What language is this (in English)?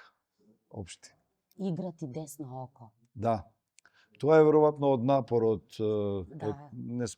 Macedonian